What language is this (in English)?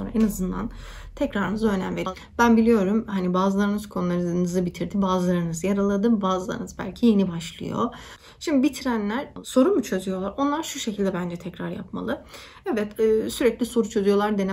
Turkish